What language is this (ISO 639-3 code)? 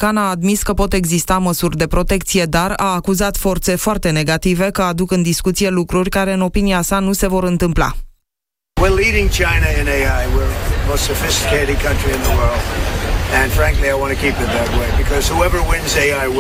ron